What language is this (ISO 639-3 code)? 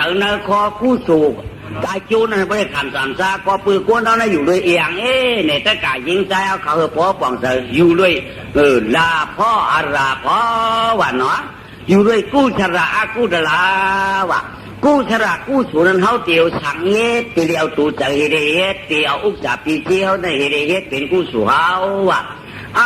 shn